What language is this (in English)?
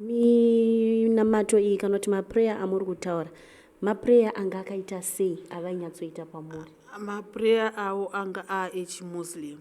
Shona